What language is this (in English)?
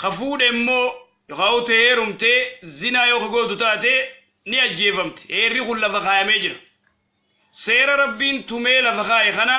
Oromo